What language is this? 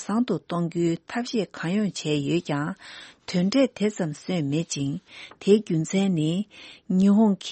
Tibetan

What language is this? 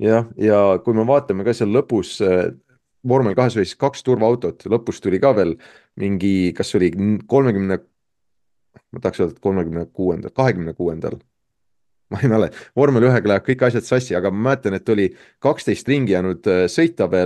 Estonian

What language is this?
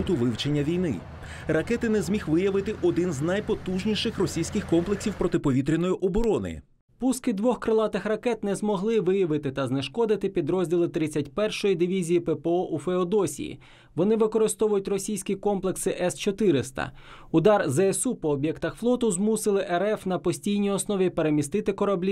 Ukrainian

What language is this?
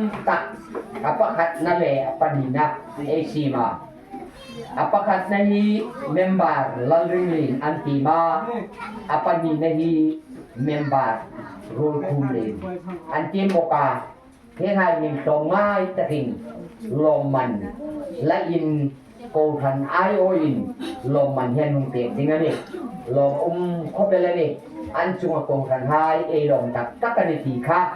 Hmar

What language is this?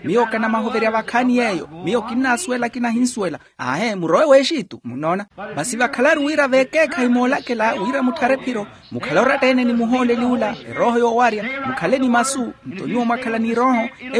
Makhuwa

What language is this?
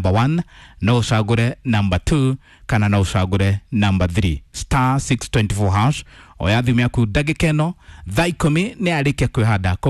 Kikuyu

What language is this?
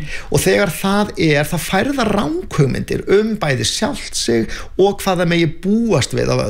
Icelandic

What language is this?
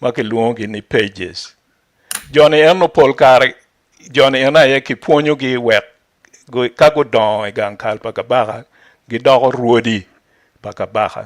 Acoli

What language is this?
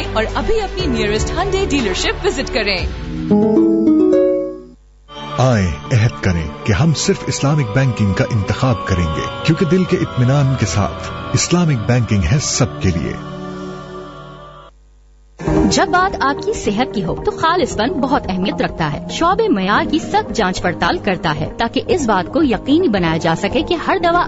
Urdu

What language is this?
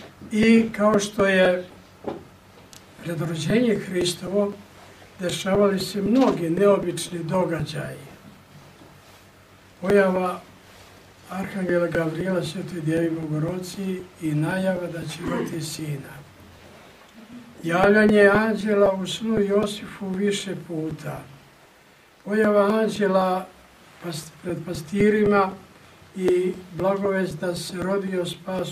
Serbian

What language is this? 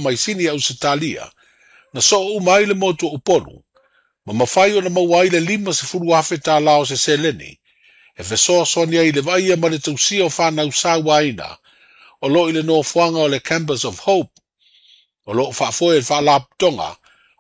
Samoan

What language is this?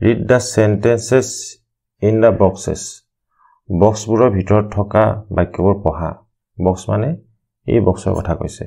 Assamese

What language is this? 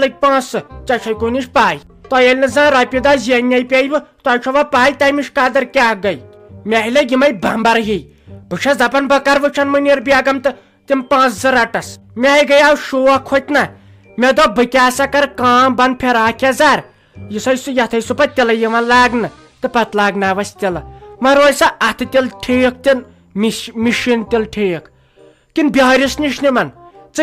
Kashmiri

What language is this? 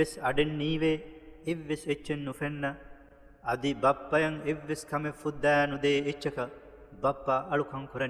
Divehi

